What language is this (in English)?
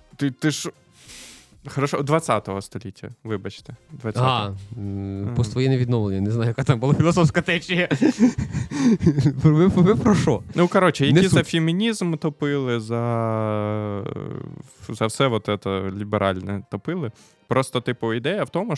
Ukrainian